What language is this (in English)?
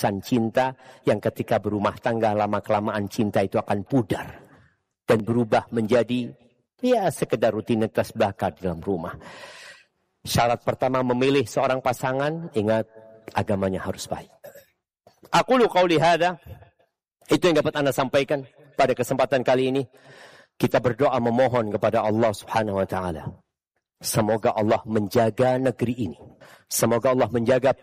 Indonesian